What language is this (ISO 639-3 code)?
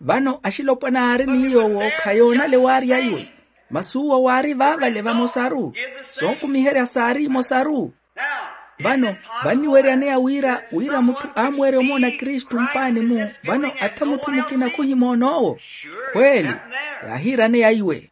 vmw